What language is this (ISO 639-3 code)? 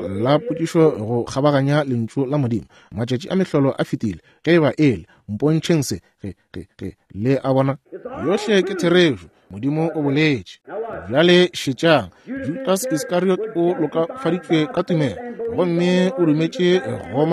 nso